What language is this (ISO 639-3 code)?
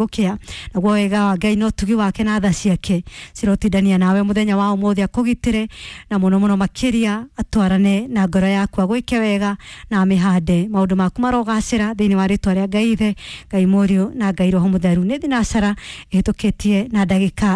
kik